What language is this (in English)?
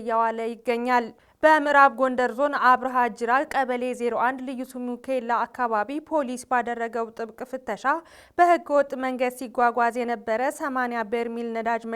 Amharic